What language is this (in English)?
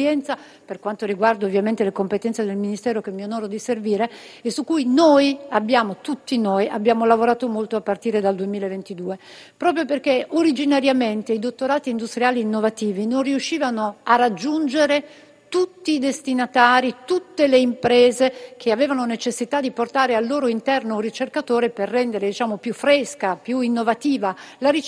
Italian